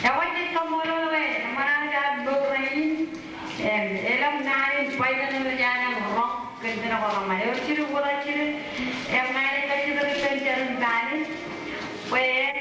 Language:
Marshallese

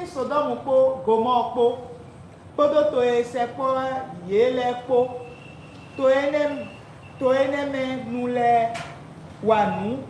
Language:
Fon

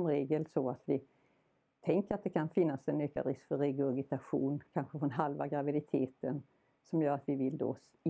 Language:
Swedish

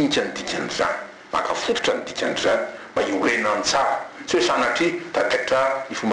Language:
Malagasy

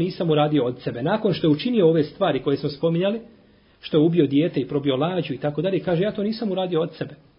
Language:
Bosnian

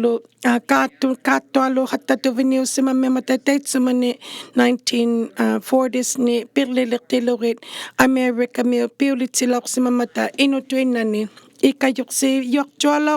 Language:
Inuktitut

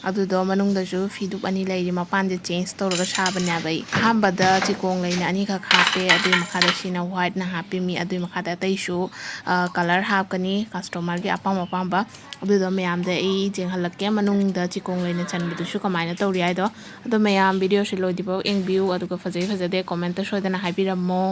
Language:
Manipuri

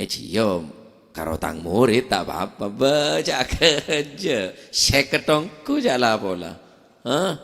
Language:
Madurese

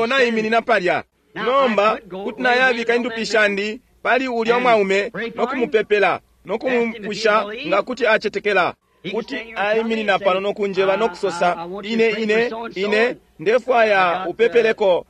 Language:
Bemba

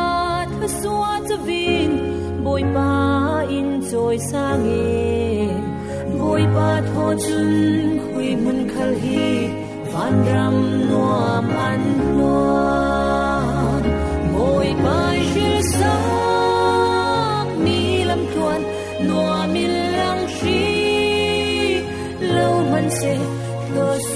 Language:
Falam Chin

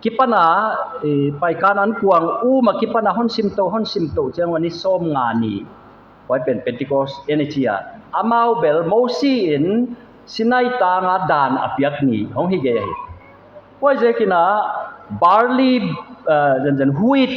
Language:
Paite Chin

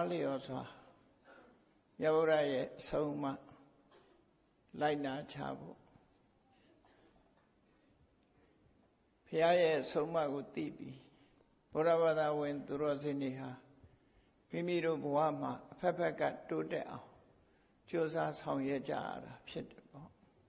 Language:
Burmese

